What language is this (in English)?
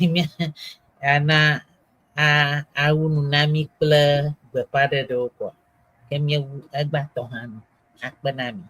Ewe